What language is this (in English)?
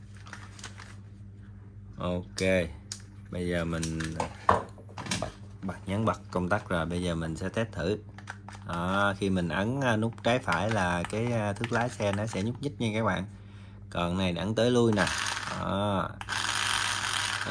Vietnamese